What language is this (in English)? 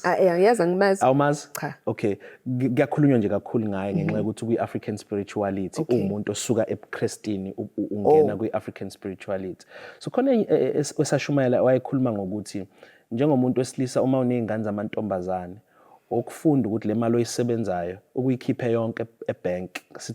Zulu